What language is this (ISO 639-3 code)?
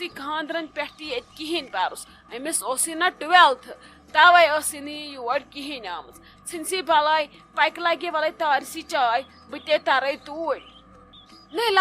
kas